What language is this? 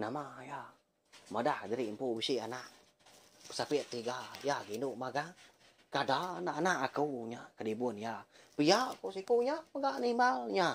Iban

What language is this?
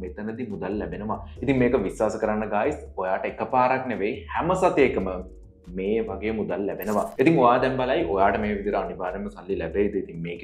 Sinhala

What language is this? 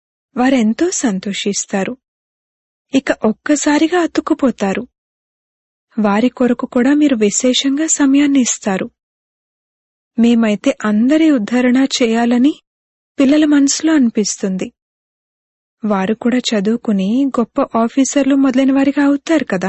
Telugu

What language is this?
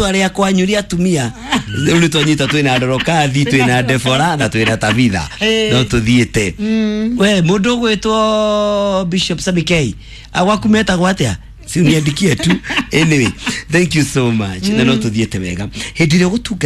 Kikuyu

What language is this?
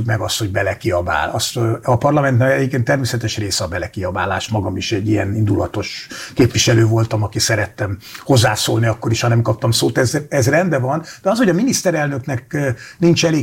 Hungarian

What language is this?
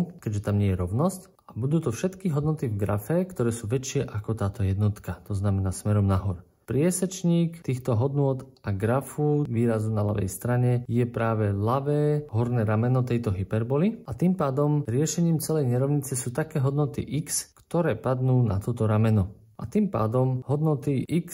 Slovak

